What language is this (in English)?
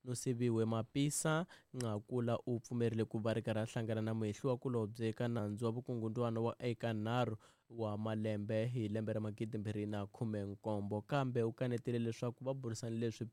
Tsonga